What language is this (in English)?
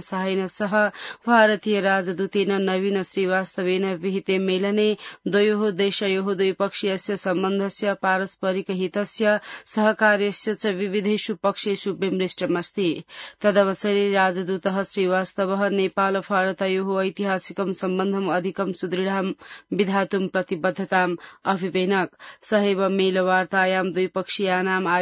Sanskrit